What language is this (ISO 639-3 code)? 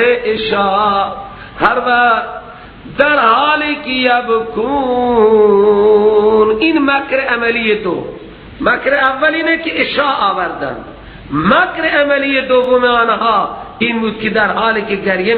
fas